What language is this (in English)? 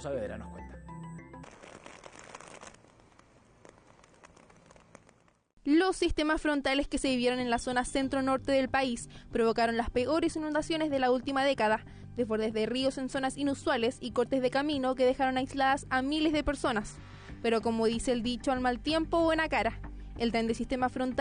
Spanish